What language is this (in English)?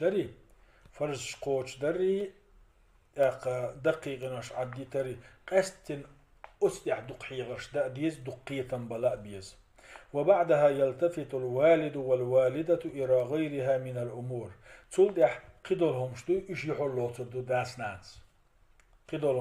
Chechen